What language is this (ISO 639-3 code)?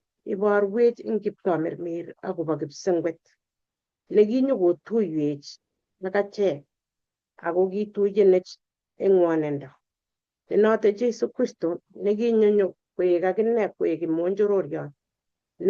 kln